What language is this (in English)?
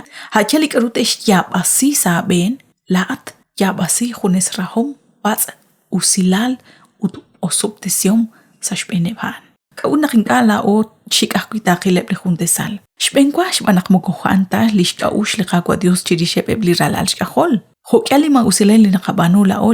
Kekchí